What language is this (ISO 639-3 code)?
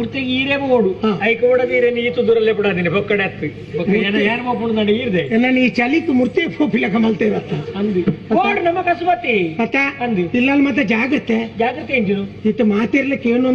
tcy